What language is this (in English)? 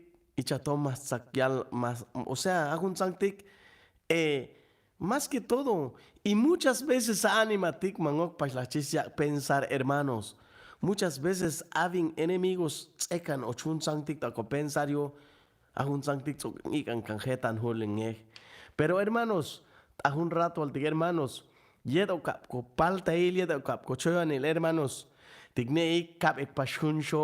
Chuj